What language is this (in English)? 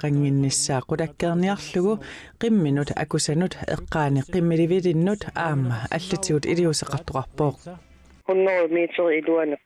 Kalaallisut